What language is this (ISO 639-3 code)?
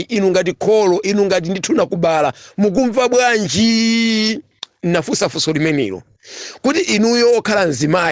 nya